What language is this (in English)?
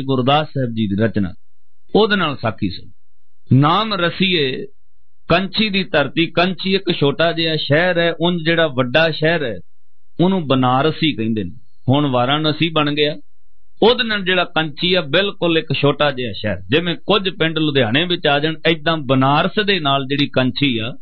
Punjabi